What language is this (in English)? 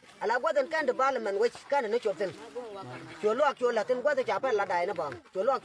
Nuer